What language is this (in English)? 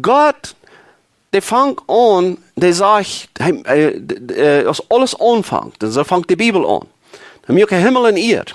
Plautdietsch